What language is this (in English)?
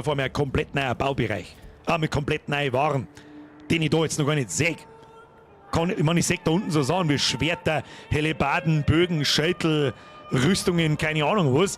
Bavarian